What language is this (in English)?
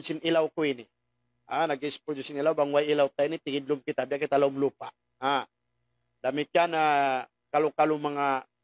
Tausug